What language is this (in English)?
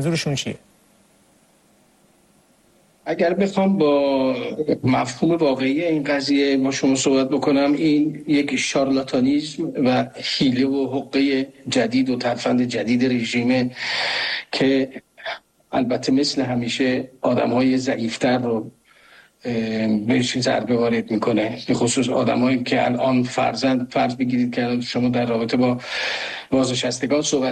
Persian